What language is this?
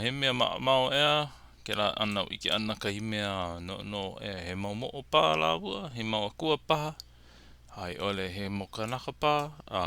Hawaiian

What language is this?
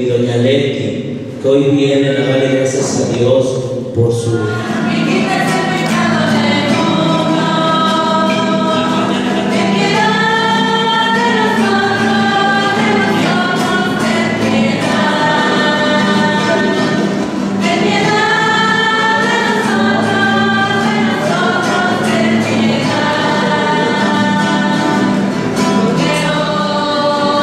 Spanish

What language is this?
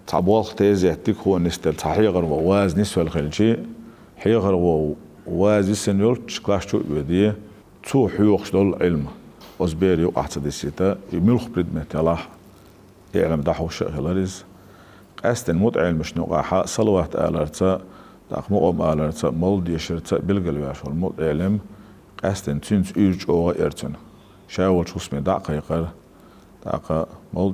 Chechen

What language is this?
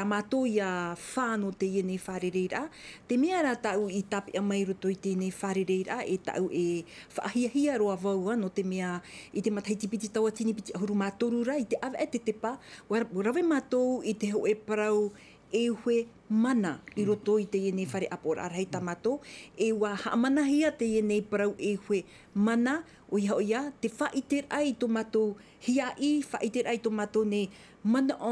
Tahitian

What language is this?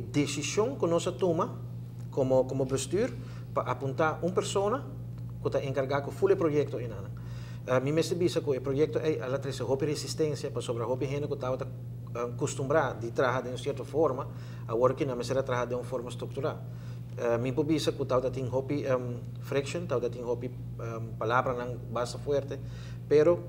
Papiamento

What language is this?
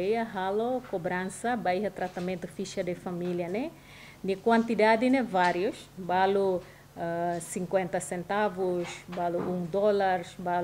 Tetum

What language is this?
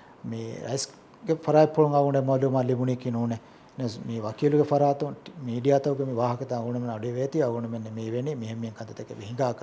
Divehi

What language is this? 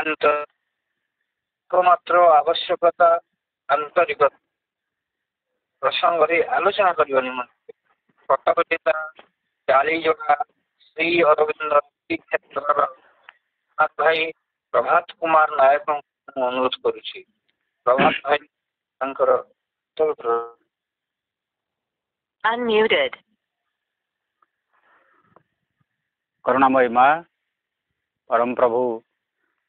Odia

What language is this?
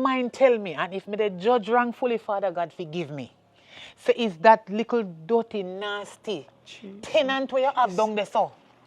Jamaican Creole English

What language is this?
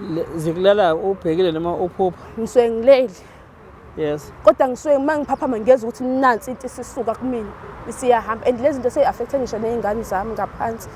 Zulu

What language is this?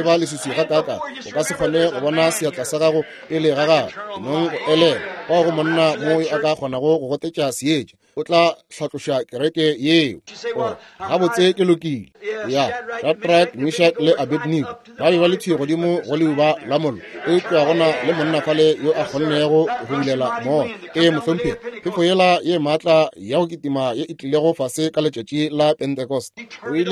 Northern Sotho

